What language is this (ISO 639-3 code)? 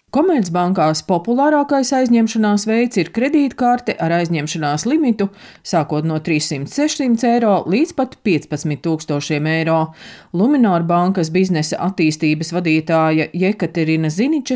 lav